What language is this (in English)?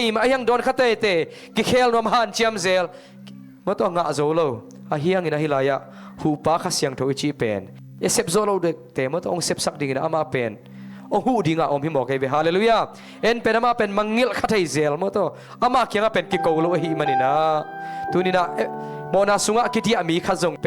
Tedim Chin